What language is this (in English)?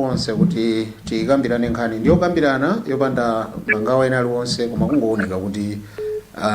Nyanja